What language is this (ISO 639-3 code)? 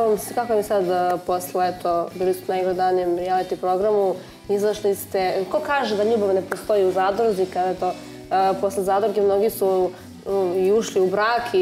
srp